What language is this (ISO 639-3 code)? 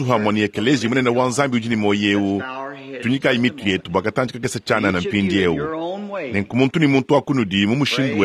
lua